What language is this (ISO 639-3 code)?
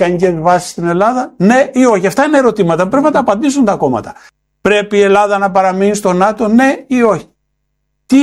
ell